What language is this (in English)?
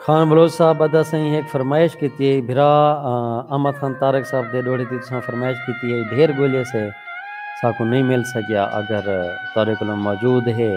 Saraiki